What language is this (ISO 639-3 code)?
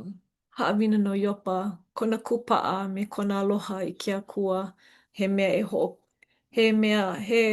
haw